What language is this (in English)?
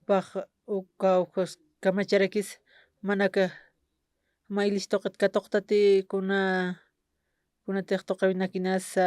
Aymara